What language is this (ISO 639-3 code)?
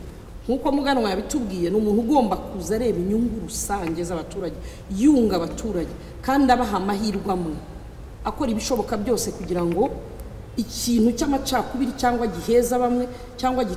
kin